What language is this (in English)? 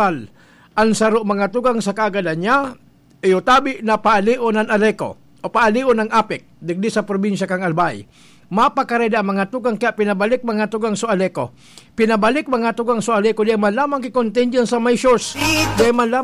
Bikol